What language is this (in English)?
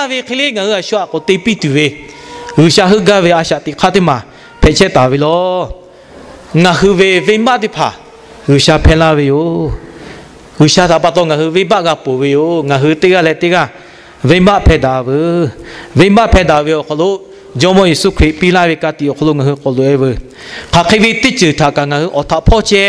Lahu